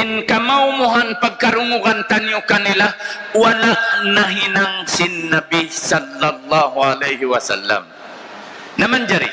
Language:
Tausug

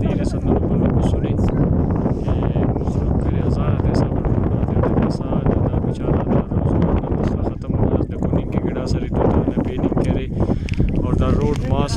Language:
Brahui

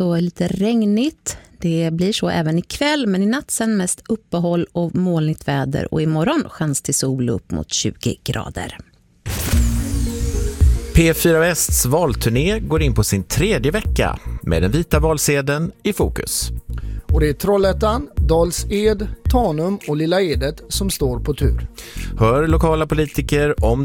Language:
Swedish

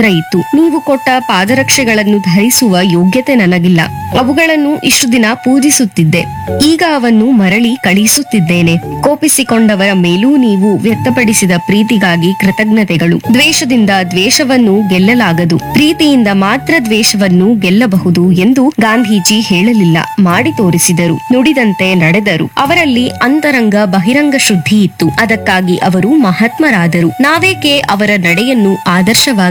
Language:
Kannada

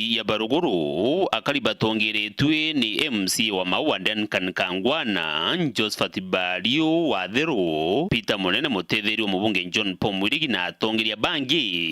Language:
Meru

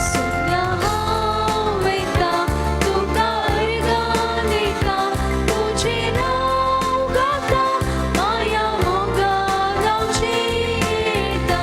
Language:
Konkani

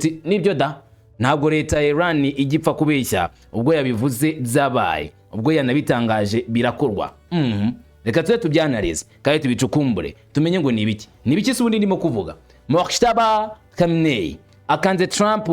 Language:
Kinyarwanda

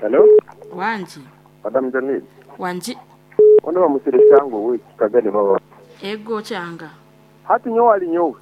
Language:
Nyoro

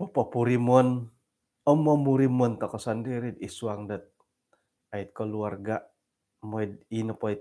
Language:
Central Dusun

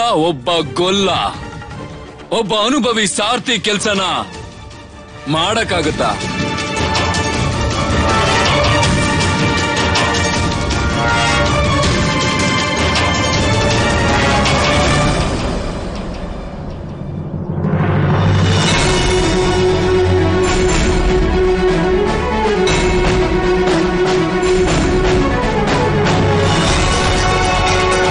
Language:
Kannada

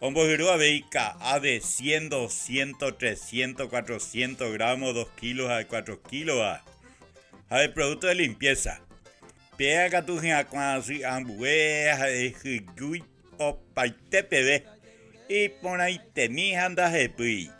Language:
Guarani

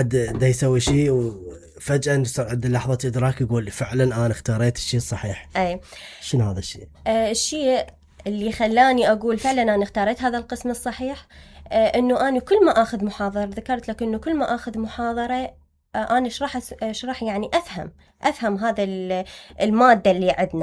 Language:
Mesopotamian Arabic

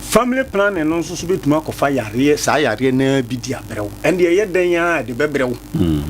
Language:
Akan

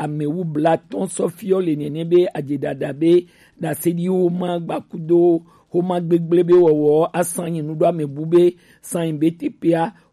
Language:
Gen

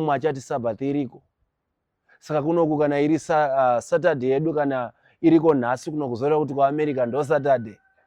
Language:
Shona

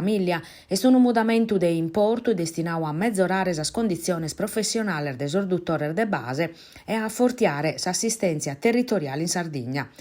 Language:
Sardinian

